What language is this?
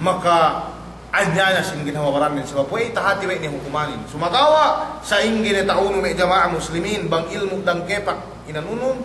Yakan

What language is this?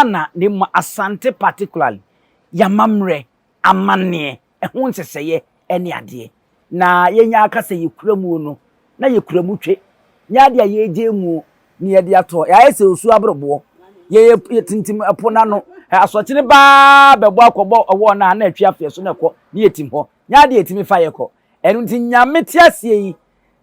Akan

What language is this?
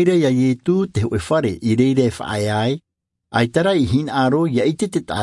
Tahitian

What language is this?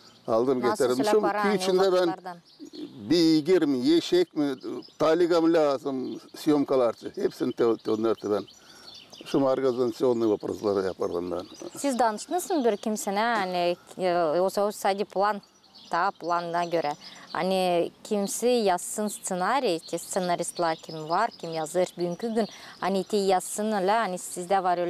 Gagauz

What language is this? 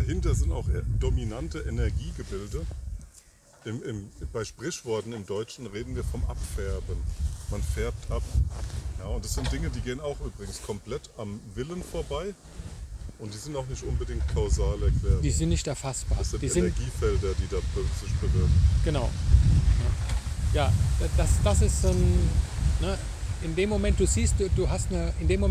German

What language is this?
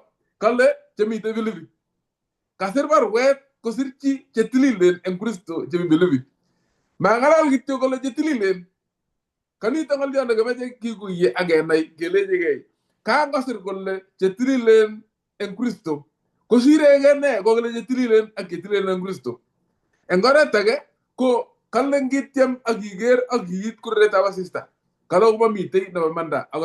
Kalenjin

